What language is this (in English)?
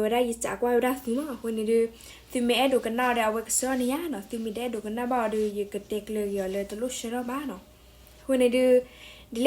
S'gaw Karen